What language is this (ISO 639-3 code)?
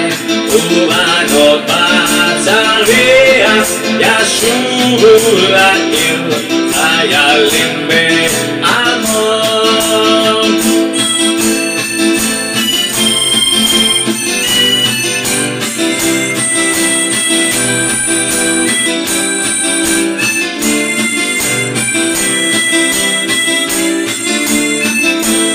heb